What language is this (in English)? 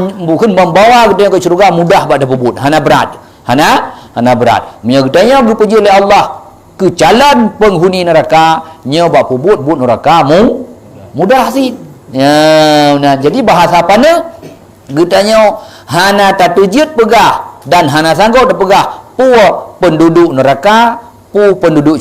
Achinese